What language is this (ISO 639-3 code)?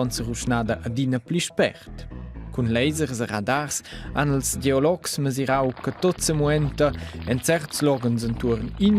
roh